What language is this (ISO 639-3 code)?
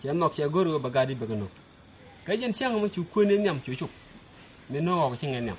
nus